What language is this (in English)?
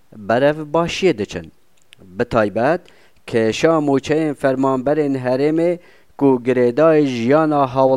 Kurdish